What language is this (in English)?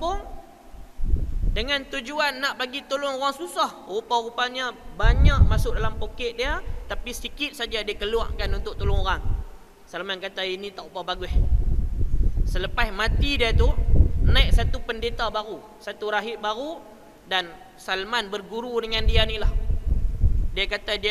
Malay